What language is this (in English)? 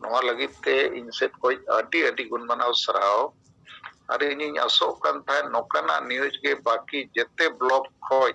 Santali